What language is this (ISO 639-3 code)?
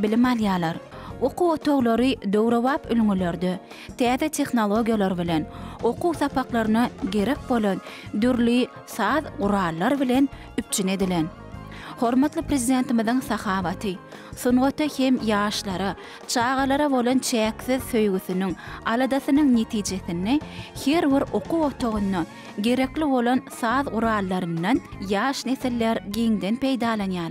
tuk